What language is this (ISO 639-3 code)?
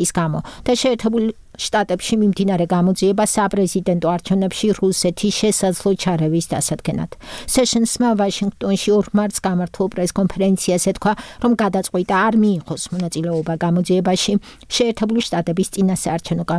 kat